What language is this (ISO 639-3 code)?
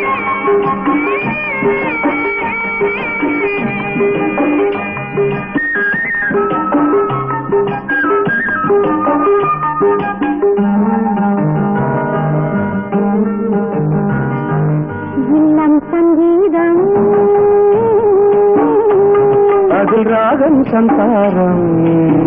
tam